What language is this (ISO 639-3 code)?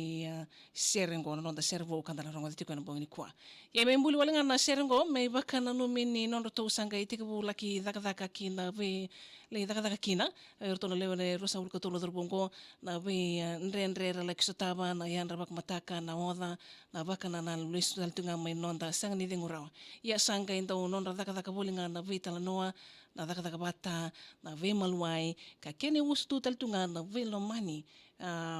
fij